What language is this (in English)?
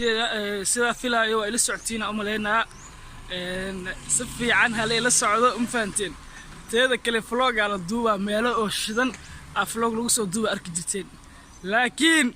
Somali